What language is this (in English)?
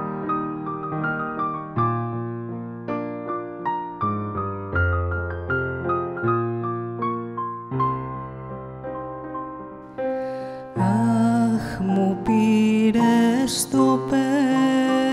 Greek